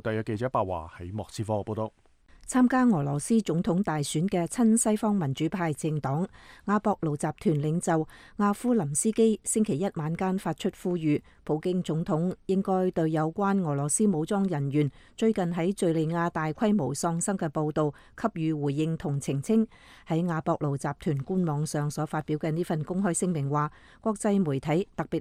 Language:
Cantonese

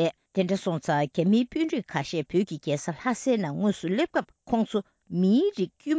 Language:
Tibetan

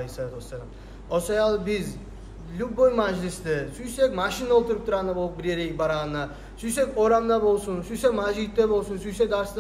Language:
Kumyk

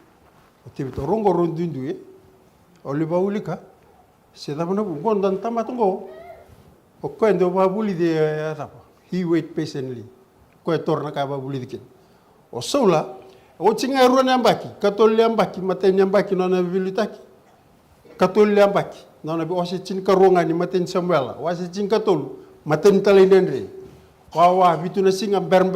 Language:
Fijian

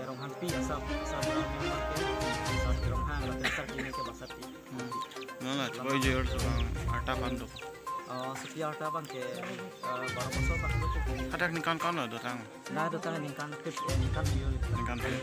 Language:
Karbi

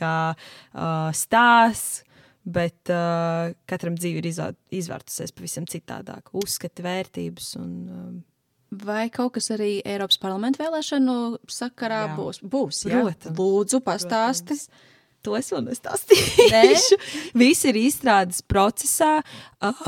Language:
Latvian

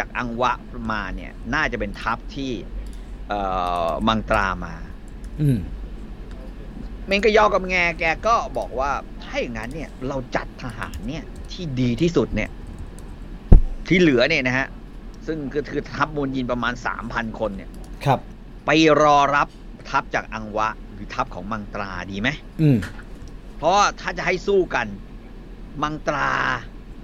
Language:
Thai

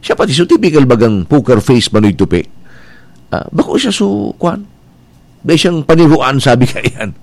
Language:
Bikol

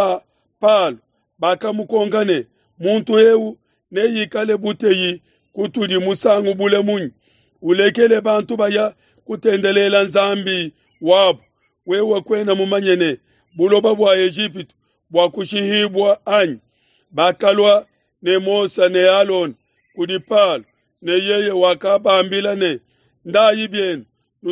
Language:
Luba-Lulua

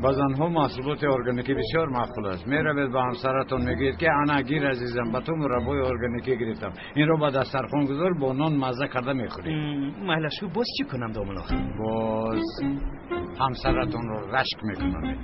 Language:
Tajik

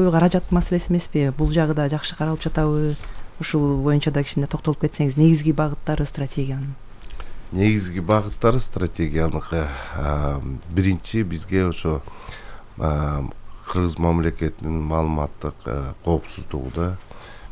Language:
Kyrgyz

